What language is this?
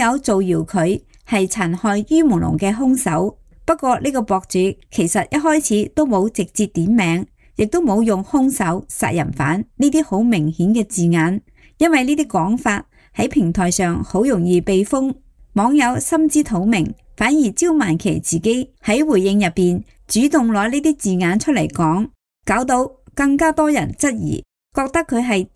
Cantonese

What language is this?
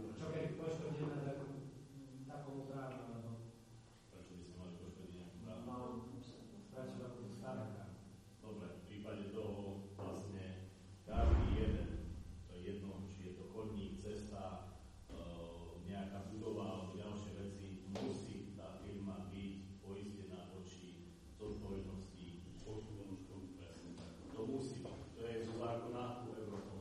Slovak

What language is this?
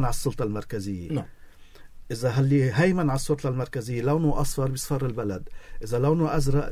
North Levantine Arabic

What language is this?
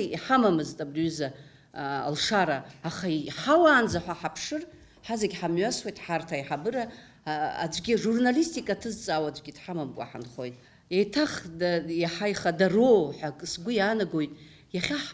Abkhazian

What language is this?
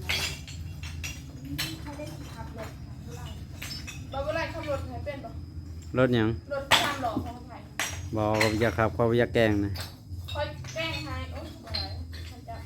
Lao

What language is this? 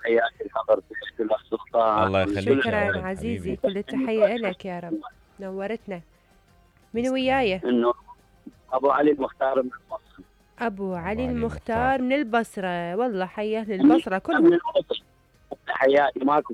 Mesopotamian Arabic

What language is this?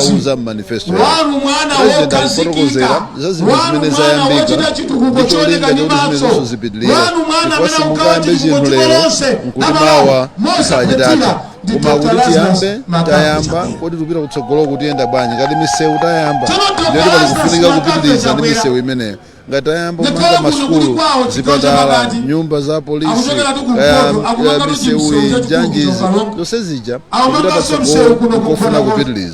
Nyanja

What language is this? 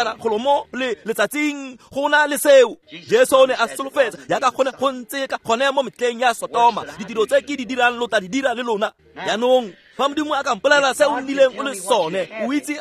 Tswana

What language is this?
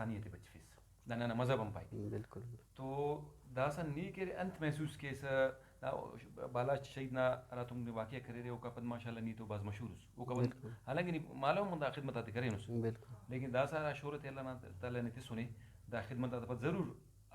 Brahui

